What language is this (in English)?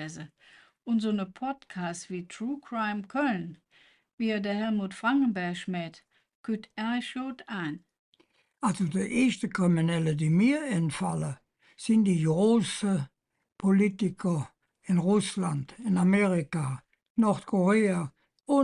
Colognian